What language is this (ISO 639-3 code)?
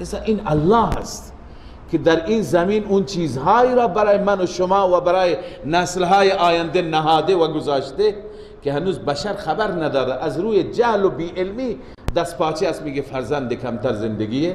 fas